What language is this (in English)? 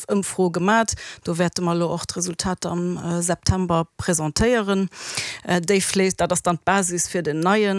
Luxembourgish